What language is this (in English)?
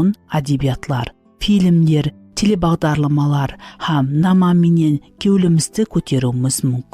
Kara-Kalpak